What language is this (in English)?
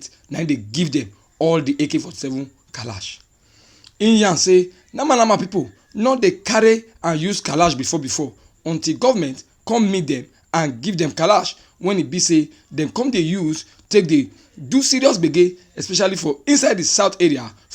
Nigerian Pidgin